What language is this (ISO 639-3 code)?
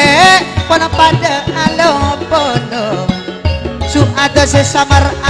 mad